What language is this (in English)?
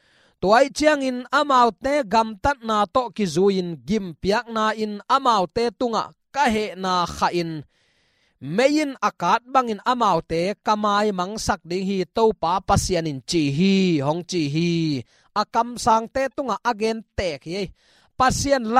Tedim Chin